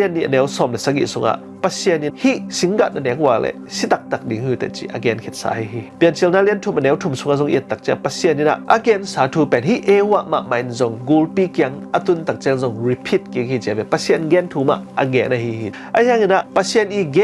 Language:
Tedim Chin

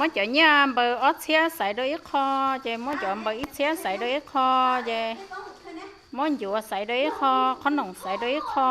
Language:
Hmong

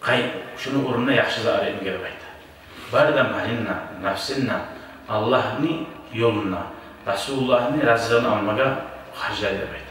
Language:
Kumyk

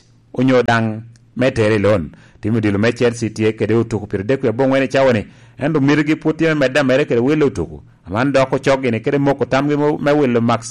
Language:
Lango (Uganda)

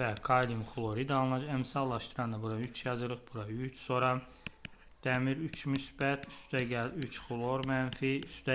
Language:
Azerbaijani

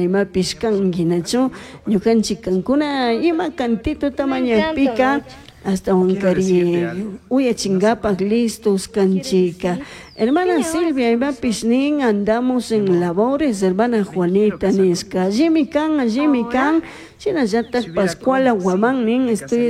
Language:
Chimborazo Highland Quichua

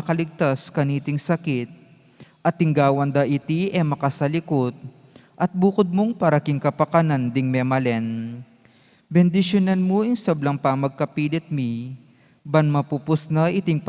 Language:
Pampanga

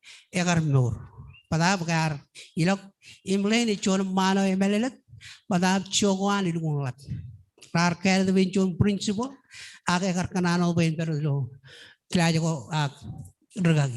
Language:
Marshallese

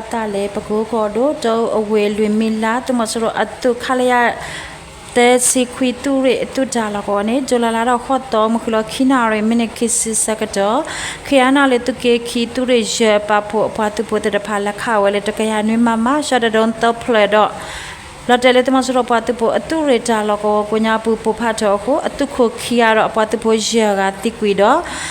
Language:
S'gaw Karen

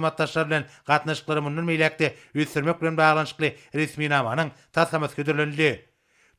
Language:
Turkmen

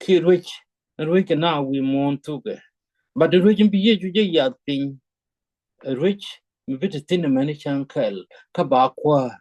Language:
Nuer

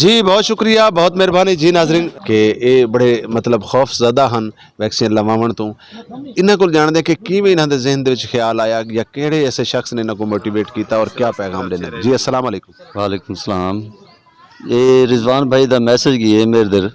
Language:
Saraiki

